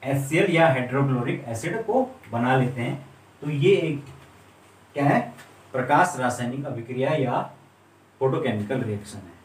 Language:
Hindi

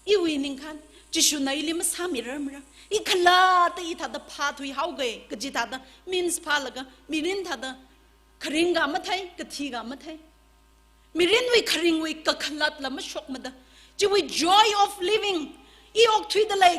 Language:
Tangkhul Naga (India)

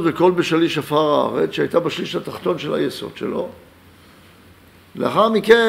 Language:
Hebrew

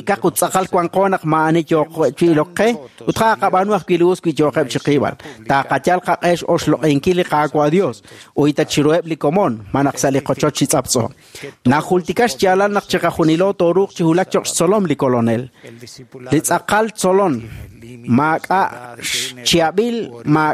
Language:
Kekchí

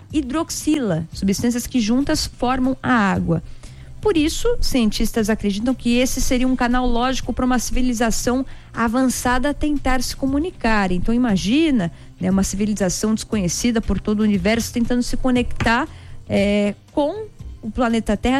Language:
Portuguese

